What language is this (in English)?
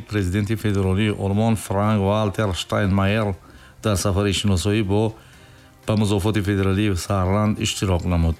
Tajik